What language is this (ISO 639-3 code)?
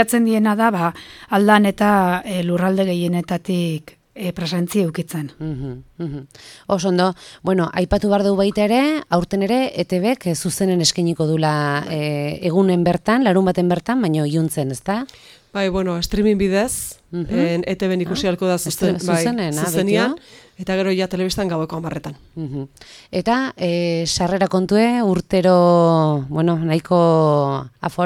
eus